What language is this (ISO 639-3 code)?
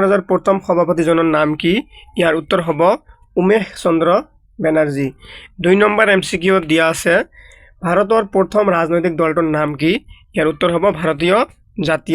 asm